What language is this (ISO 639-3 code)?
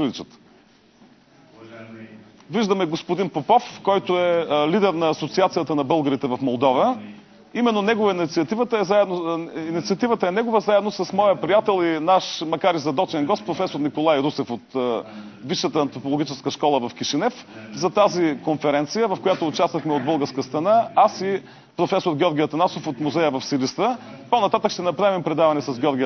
bul